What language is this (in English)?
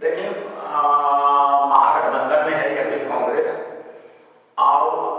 Magahi